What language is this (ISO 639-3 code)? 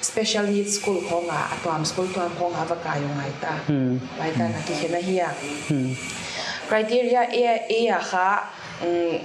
pck